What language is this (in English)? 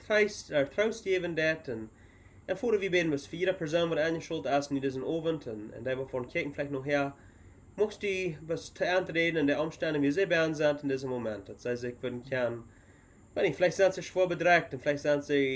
Plautdietsch